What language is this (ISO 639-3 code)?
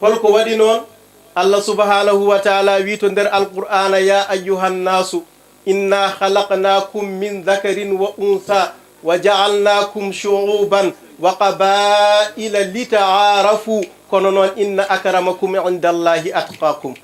ful